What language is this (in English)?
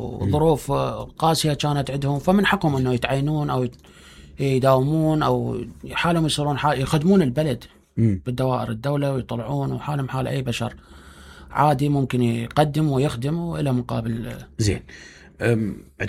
Mesopotamian Arabic